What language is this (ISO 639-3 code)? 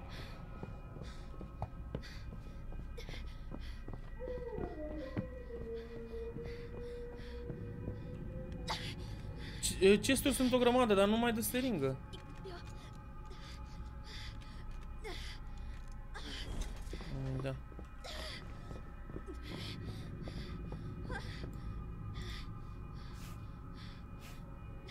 ron